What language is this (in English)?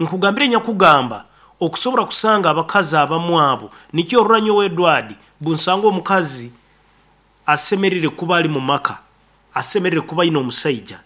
Nyankole